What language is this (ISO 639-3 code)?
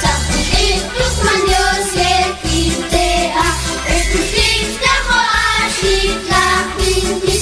mam